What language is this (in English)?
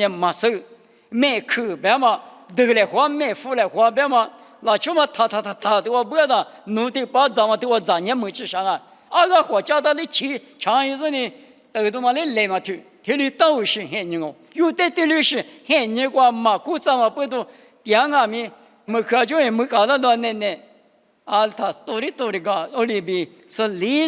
Lisu